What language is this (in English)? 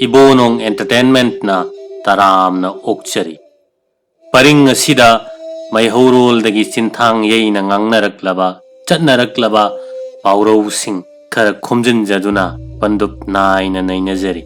Manipuri